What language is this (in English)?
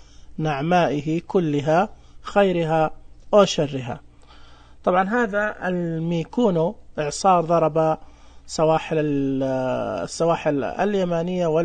Najdi Arabic